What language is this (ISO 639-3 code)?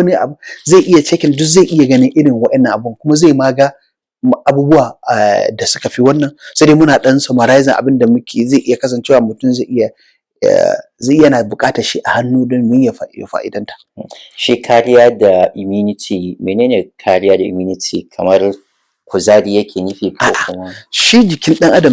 hau